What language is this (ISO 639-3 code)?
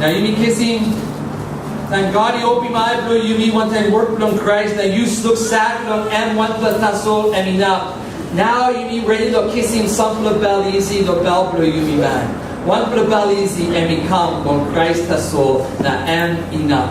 tpi